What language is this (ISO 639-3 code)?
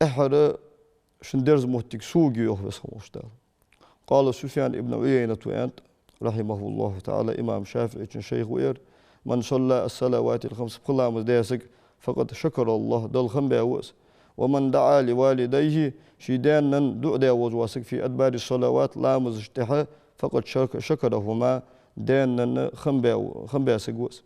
inh